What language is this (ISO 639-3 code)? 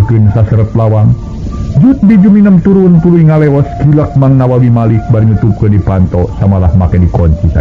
sun